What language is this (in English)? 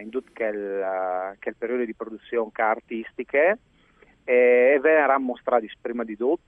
Friulian